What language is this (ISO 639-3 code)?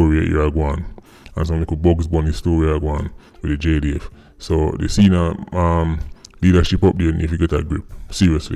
jam